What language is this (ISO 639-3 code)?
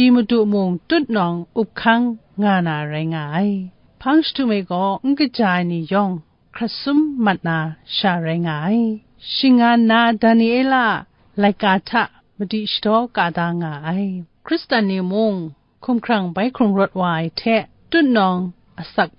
kac